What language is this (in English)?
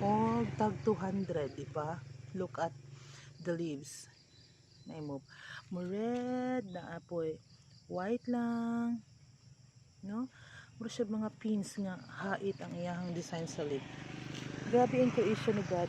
Cebuano